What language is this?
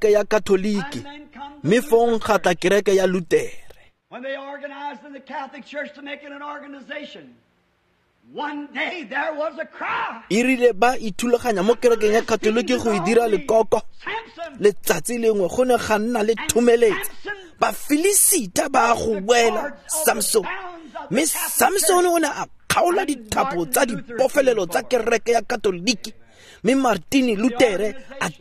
Tswana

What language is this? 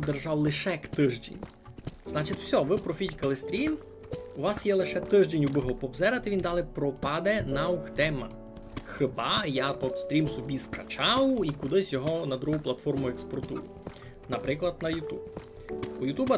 Rusyn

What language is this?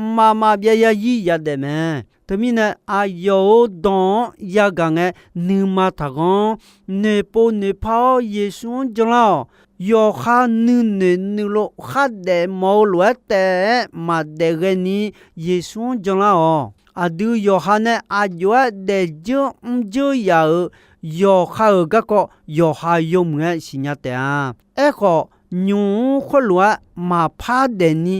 Akha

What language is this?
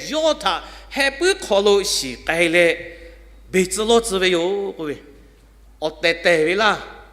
Lahu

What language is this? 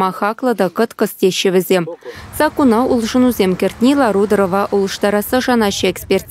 Chuvash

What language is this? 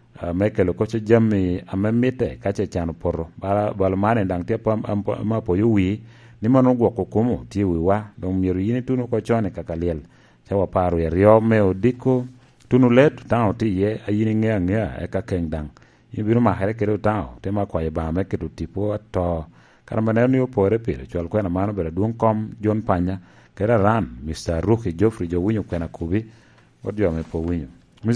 Lango (Uganda)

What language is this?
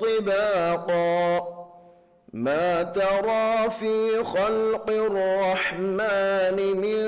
Divehi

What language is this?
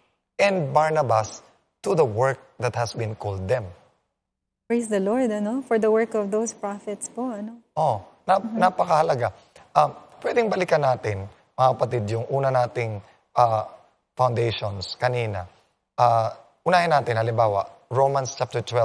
Filipino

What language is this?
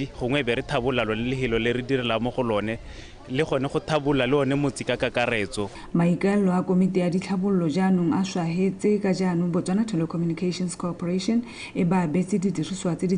Tswana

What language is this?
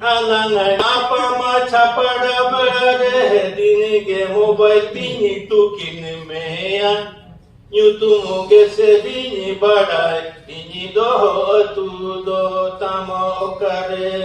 Santali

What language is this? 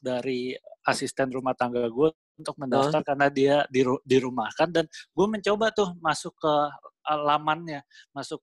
Indonesian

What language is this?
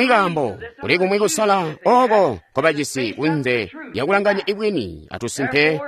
Tonga (Zambia)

